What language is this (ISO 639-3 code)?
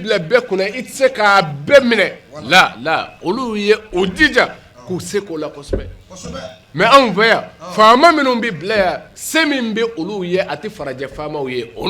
bam